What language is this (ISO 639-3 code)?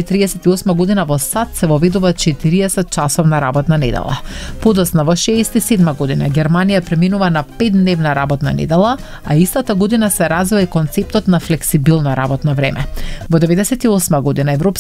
mkd